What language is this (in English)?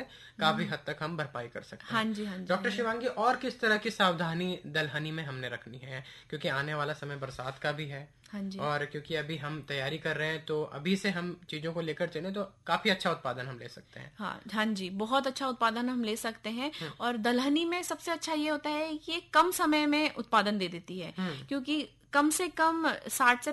Hindi